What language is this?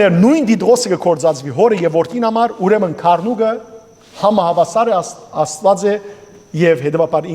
Western Armenian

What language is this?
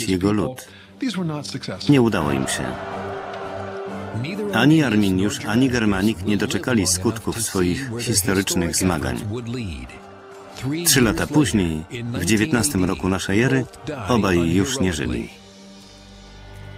Polish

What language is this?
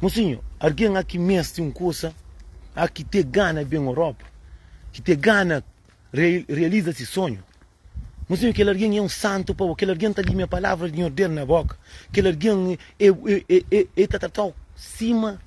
Kabuverdianu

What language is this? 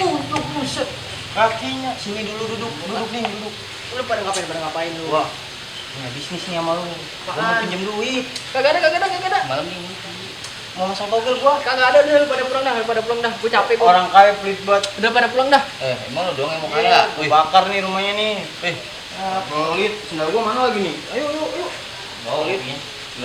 Betawi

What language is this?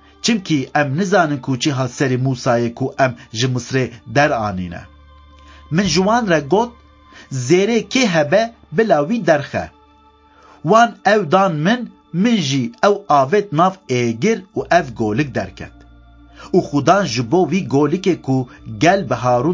Kurdish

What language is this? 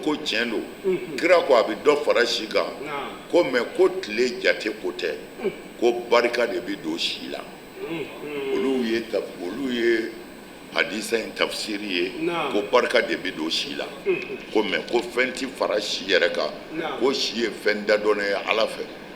Bambara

